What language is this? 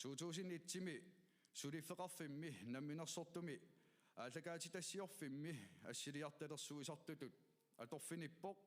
Kalaallisut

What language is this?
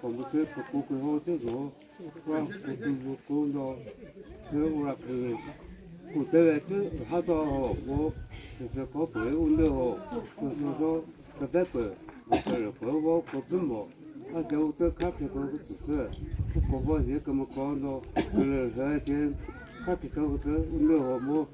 Chokri Naga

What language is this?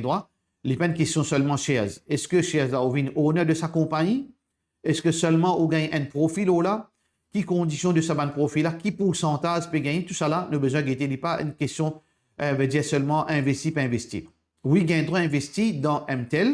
Morisyen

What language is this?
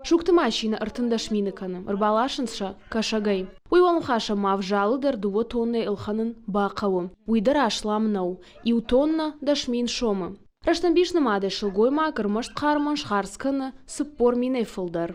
Ossetic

